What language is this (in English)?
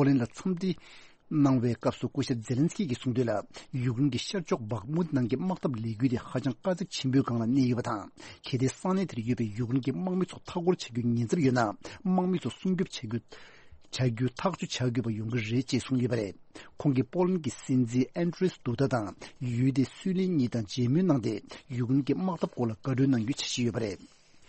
Tibetan